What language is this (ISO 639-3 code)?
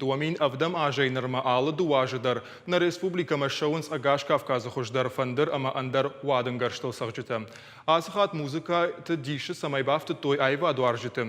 oss